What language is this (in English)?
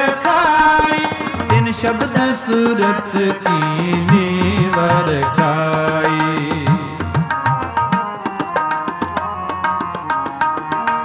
Punjabi